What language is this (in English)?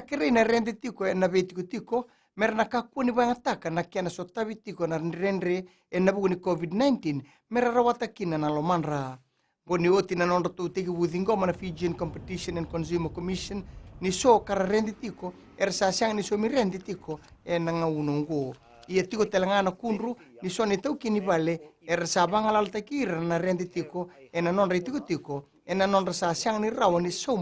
Fijian